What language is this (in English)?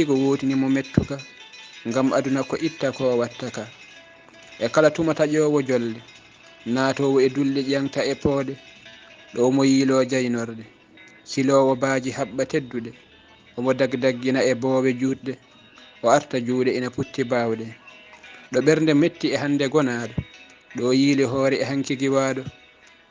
Fula